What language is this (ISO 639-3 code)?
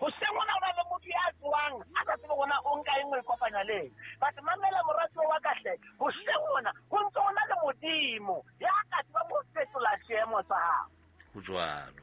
sot